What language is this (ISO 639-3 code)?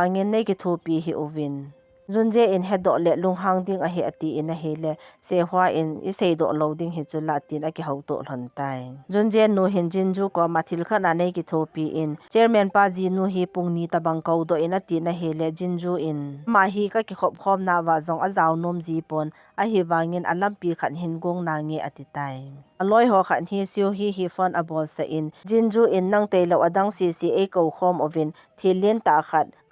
tcz